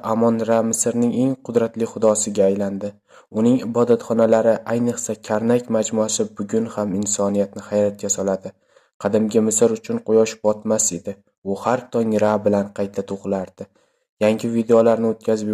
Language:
Uzbek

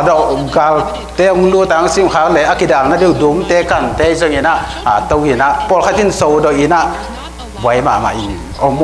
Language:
Tedim Chin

